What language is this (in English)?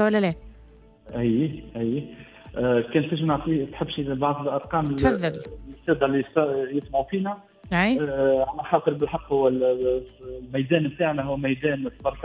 Tunisian Arabic